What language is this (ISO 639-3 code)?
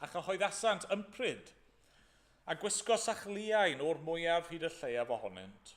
cym